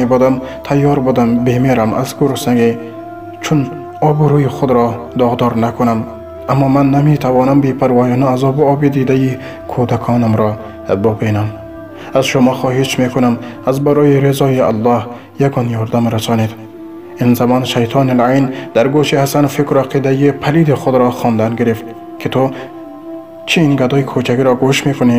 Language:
Tajik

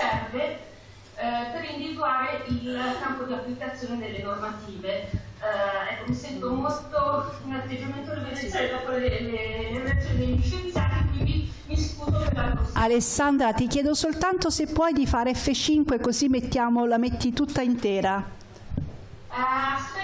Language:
Italian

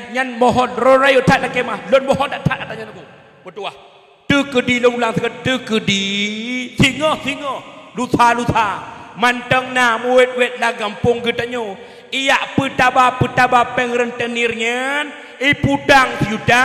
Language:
Achinese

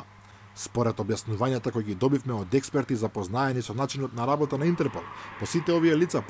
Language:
Macedonian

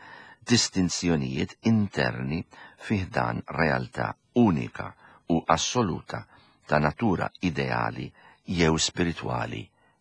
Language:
Maltese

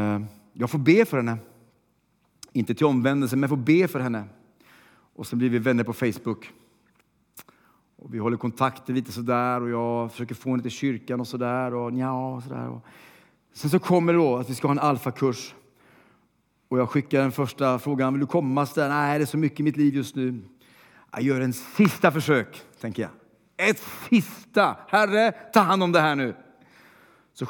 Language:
Swedish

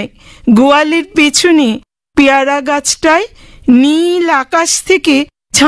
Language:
Bangla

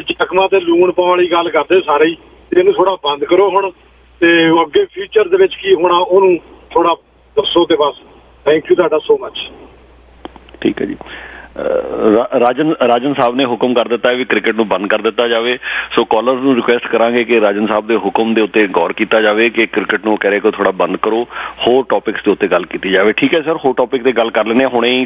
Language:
Punjabi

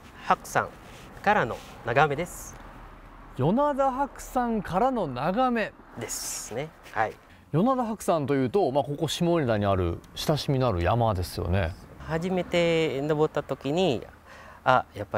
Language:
Japanese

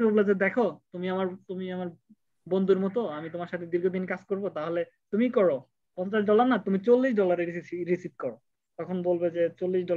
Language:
Bangla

